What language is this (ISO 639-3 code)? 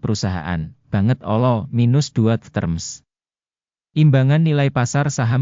jav